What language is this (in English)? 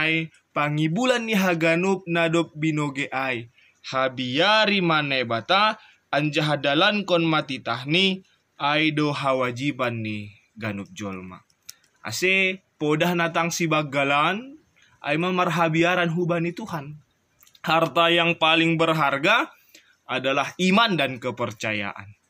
Batak Simalungun